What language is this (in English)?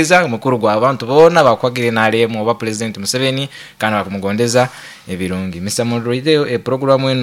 Nyoro